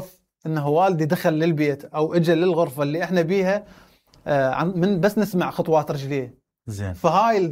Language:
Mesopotamian Arabic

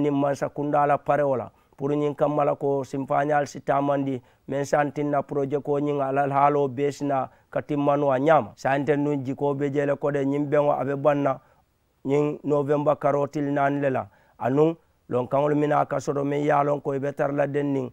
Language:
Mandingo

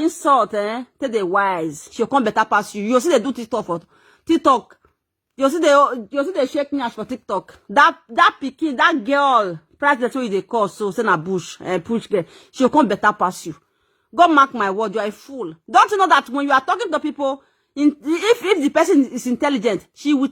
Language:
Nigerian Pidgin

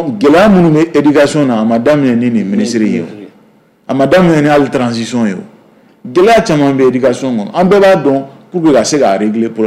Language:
Bambara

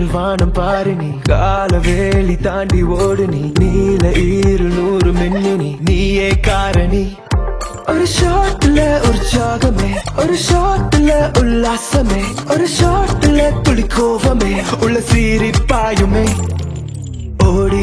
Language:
Tamil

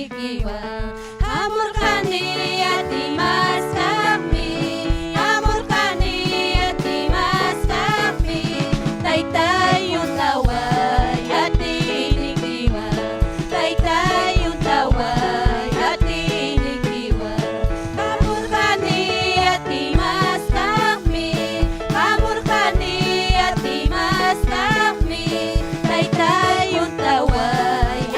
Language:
Ayacucho Quechua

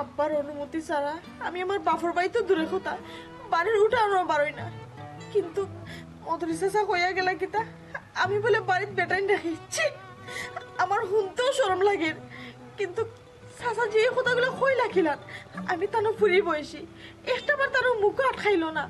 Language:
Sylheti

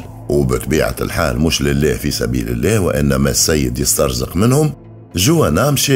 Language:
Tunisian Arabic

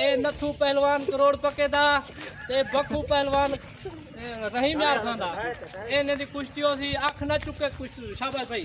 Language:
Saraiki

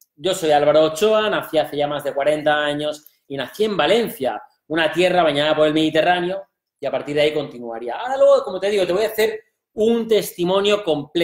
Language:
Spanish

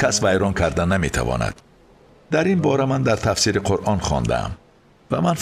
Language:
Tajik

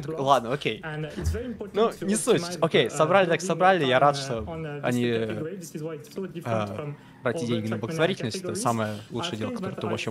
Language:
Russian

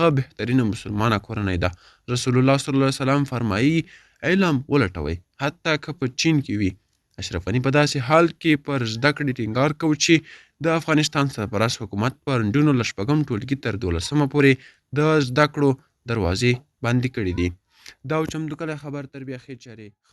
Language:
Pashto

